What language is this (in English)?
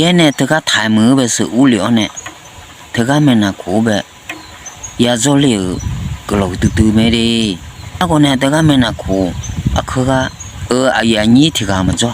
Akha